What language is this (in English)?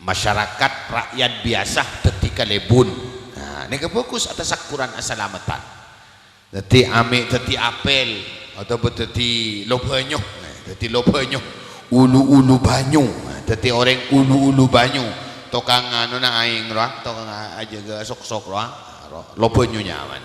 Madurese